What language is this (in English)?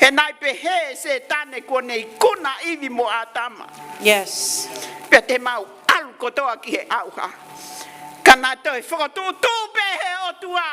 Tongan